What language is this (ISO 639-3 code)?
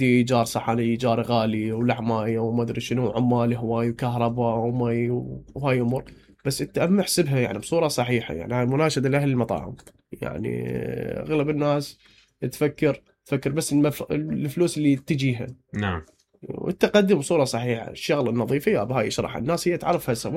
acm